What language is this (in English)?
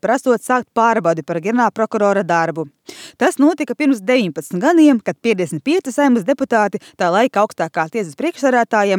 Latvian